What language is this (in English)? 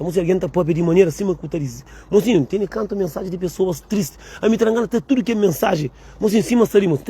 Kabuverdianu